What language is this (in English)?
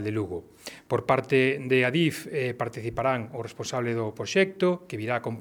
Galician